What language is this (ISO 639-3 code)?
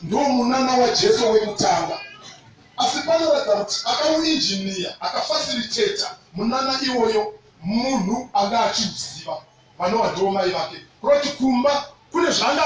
sna